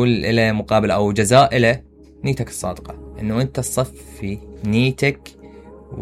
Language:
Mesopotamian Arabic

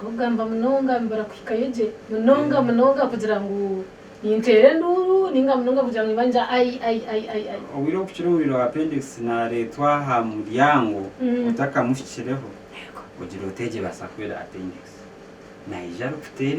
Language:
Nyankole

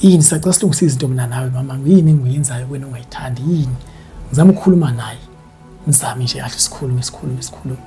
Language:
Zulu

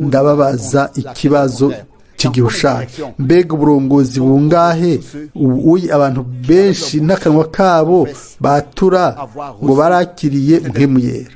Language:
Rundi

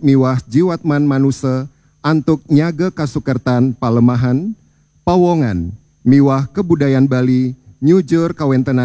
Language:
Balinese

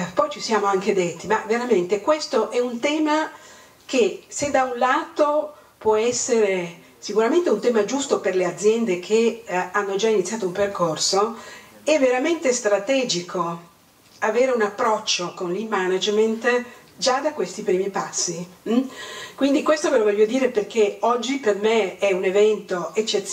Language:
Italian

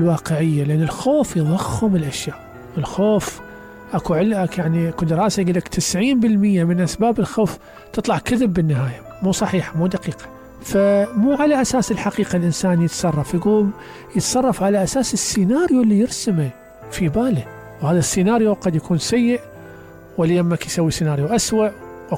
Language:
Mesopotamian Arabic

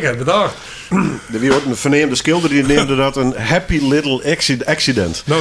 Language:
Western Frisian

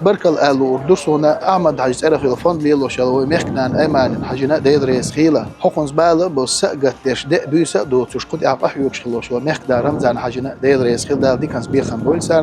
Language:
Chechen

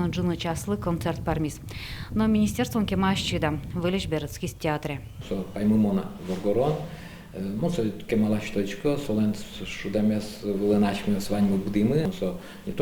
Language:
Udmurt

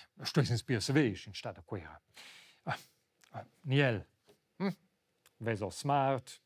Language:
Romansh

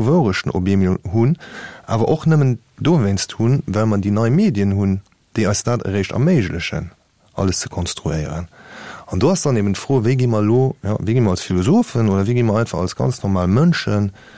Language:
Luxembourgish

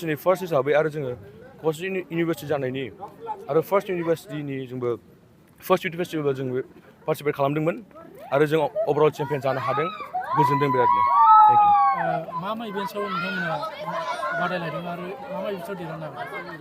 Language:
Bodo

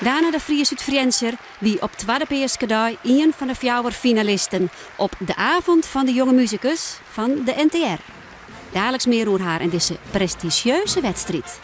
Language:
Western Frisian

